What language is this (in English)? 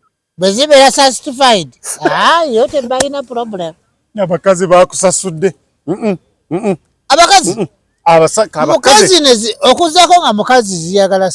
Ganda